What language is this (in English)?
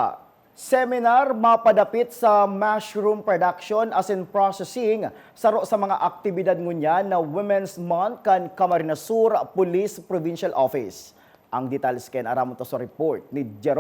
Bikol